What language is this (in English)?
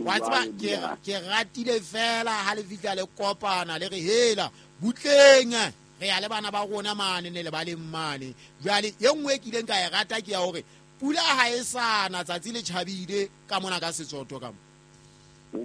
Southern Sotho